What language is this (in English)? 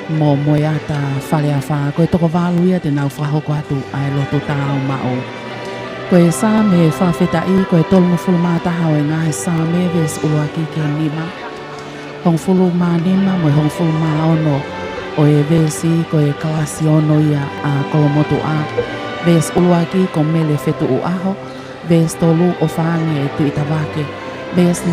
Tongan